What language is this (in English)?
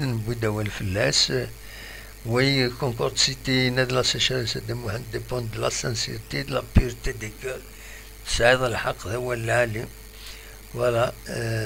Kabyle